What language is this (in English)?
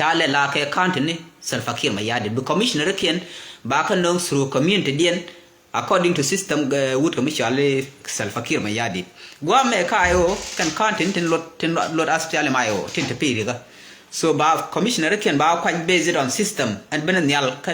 Nuer